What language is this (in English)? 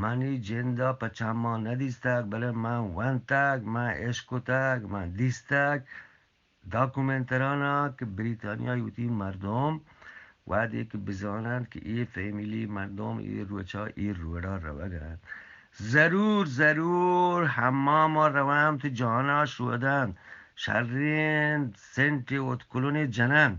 Eastern Balochi